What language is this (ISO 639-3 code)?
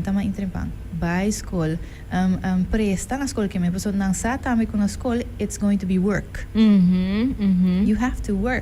pap